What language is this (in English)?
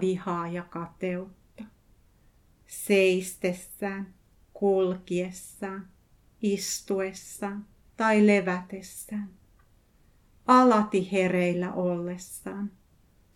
Finnish